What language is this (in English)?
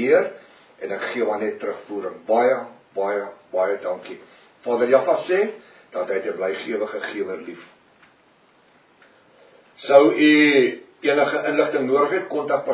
Afrikaans